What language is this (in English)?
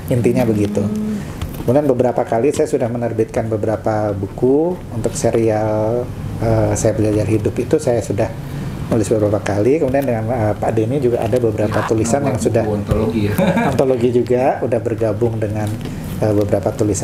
Indonesian